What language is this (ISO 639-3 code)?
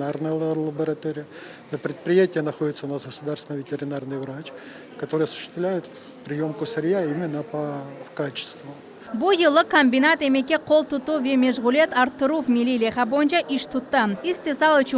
crh